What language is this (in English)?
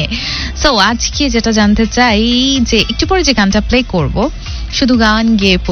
Bangla